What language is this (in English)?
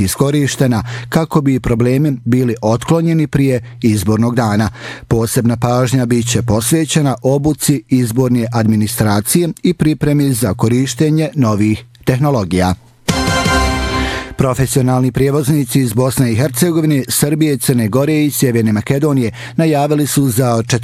Bosnian